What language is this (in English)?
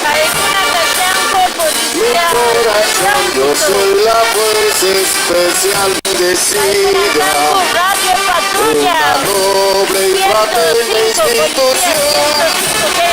Quechua